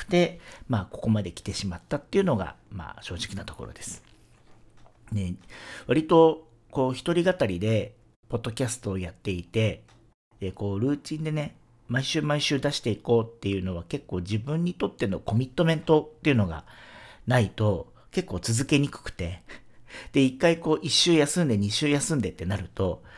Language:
Japanese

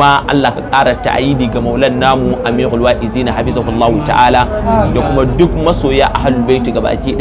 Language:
Hausa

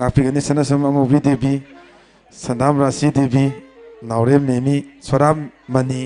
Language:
Manipuri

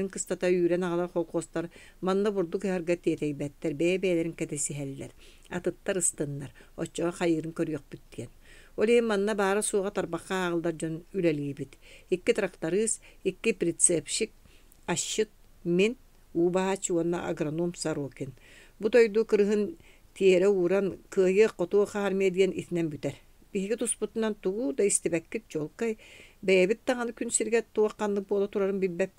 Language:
Yakut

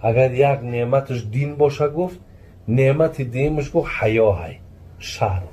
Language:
Tajik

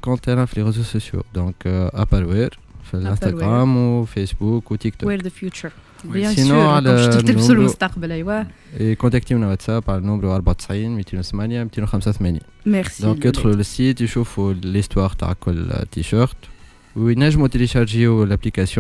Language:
Tunisian Arabic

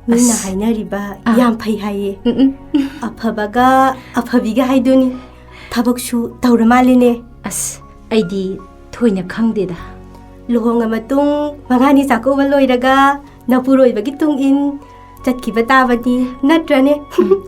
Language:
Manipuri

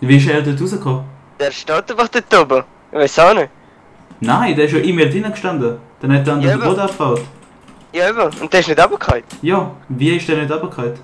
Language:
Swiss German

